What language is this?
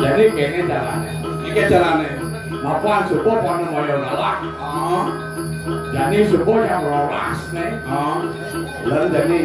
Balinese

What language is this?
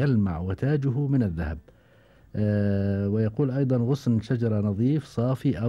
Gulf Arabic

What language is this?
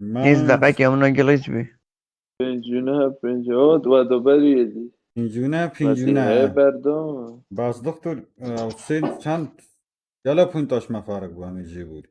Kurdish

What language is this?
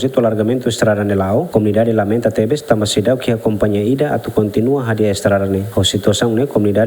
Tetum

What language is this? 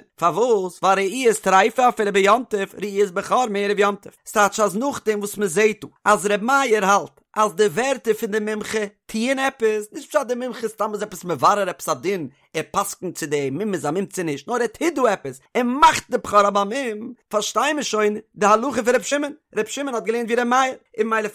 Yiddish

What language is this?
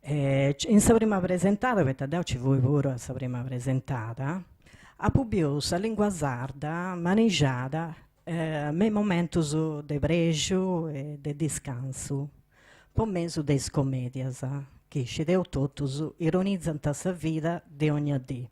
Sardinian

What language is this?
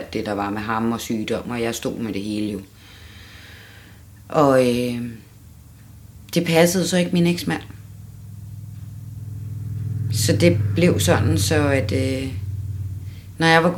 Danish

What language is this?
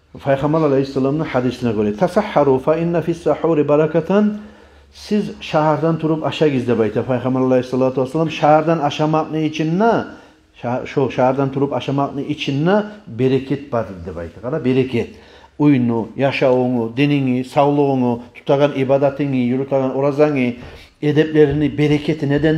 Kumyk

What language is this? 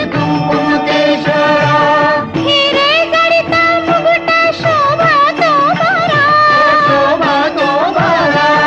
Marathi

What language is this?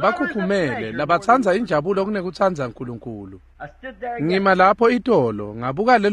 Swati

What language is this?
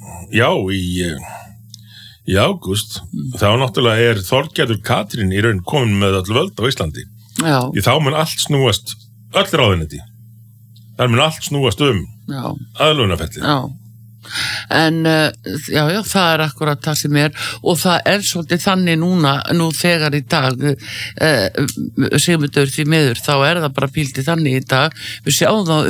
Icelandic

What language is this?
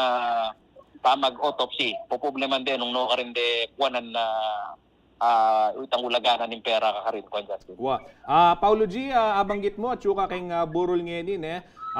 Pampanga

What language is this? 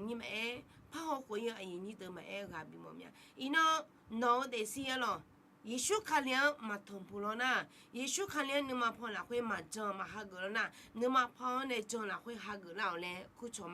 Akha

